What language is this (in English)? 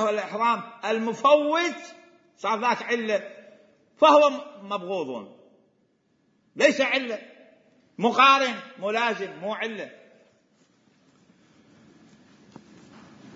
Arabic